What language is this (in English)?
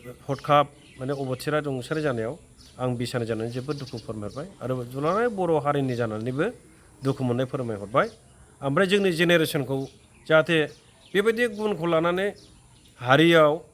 Bodo